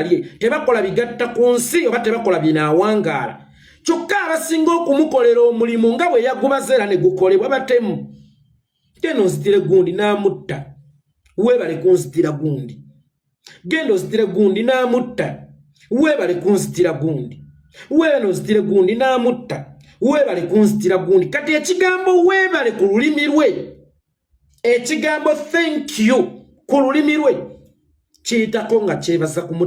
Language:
Ganda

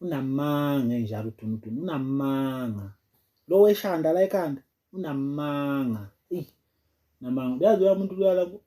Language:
Zulu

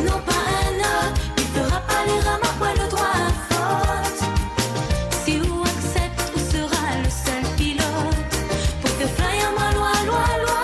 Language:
Morisyen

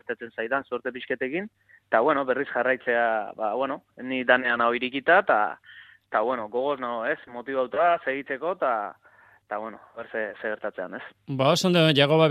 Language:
Basque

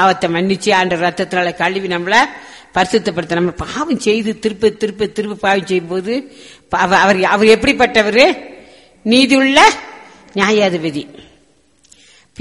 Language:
Tamil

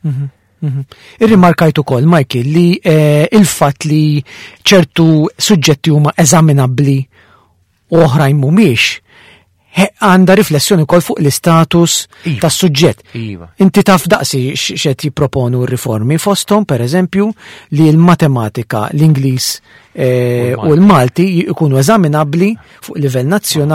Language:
Maltese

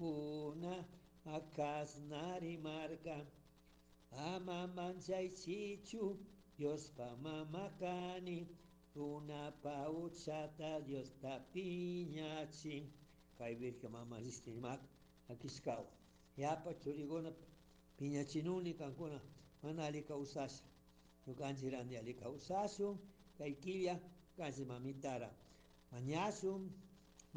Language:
Chimborazo Highland Quichua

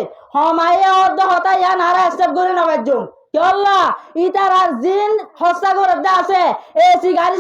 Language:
Rohingya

